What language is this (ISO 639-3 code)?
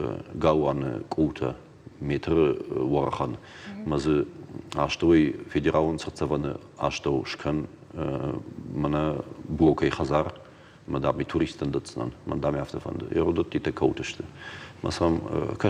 oss